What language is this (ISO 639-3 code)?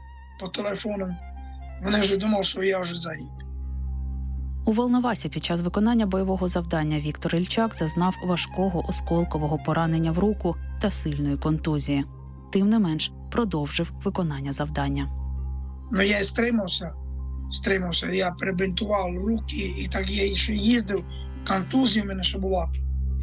ukr